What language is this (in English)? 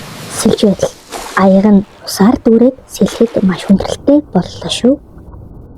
Mongolian